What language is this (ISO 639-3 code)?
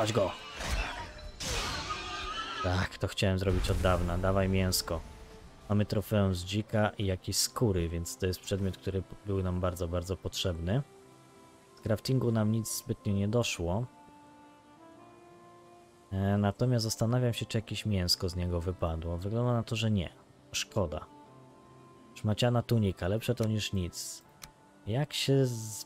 pol